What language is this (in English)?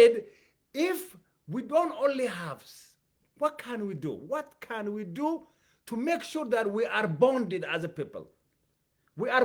English